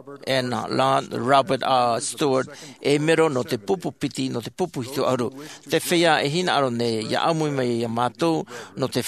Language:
Tahitian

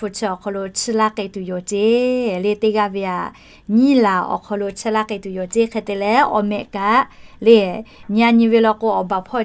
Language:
Lahu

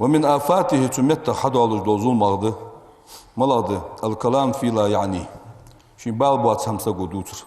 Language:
Ingush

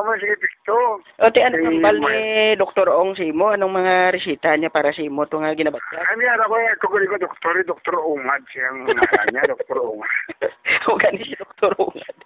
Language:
Hiligaynon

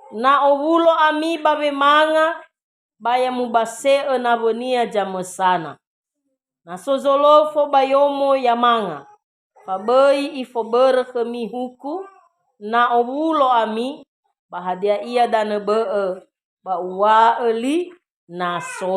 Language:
Nias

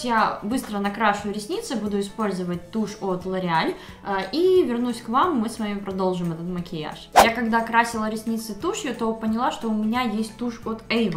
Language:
Russian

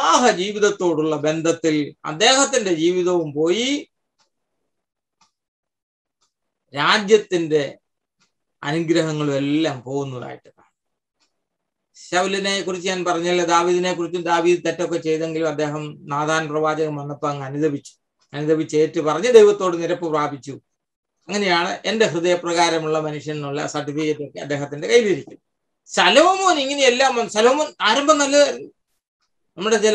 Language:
Malayalam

